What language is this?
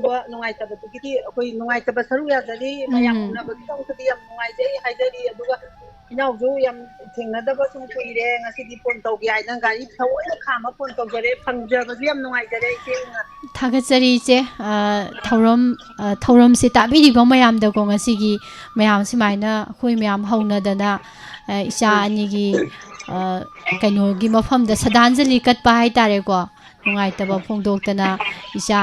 Manipuri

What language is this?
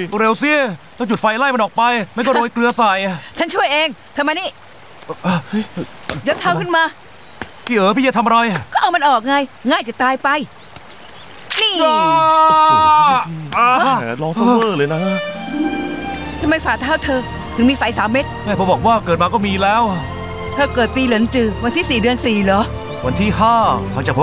Thai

